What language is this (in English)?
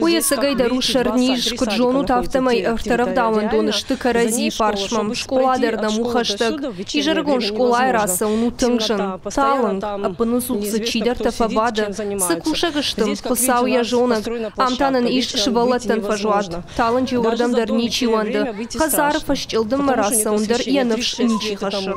Ossetic